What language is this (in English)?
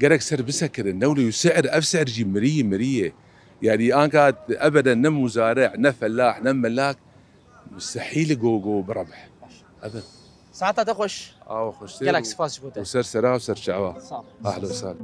Kurdish